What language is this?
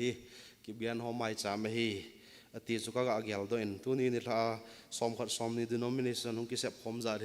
Thado Chin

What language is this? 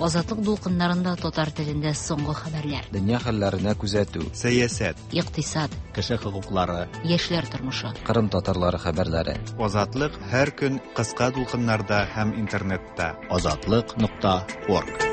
Tatar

